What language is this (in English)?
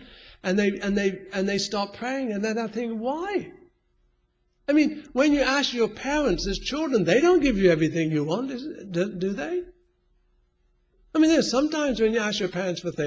English